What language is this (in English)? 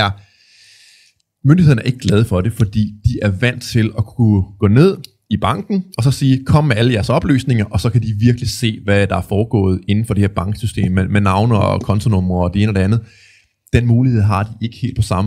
Danish